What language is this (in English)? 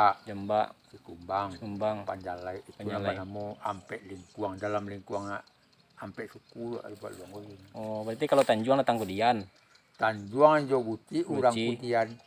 Minangkabau